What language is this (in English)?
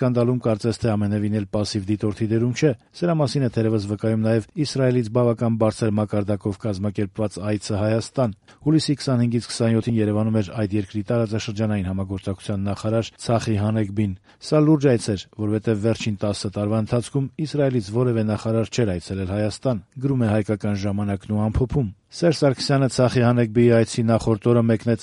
Armenian